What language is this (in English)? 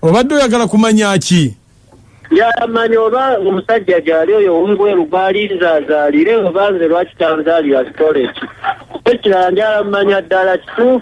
Ganda